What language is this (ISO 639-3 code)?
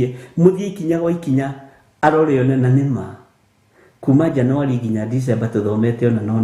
kik